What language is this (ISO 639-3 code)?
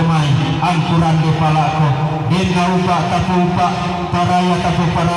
sda